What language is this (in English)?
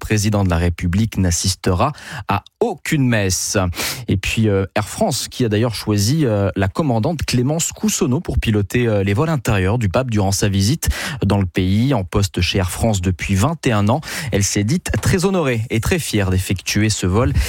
French